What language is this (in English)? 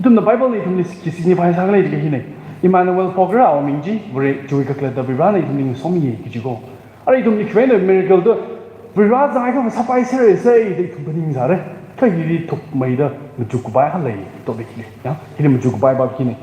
Tangkhul Naga (India)